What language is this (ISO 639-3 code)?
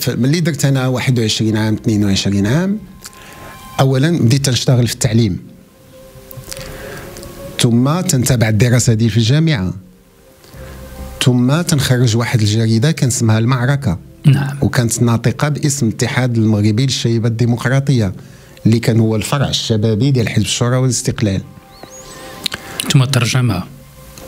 ary